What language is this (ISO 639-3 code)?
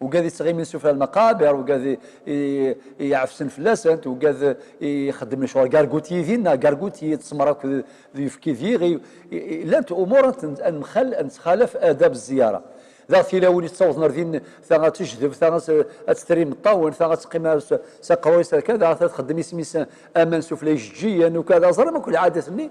kab